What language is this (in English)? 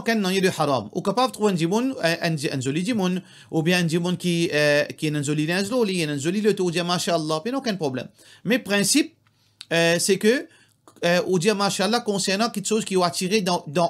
Morisyen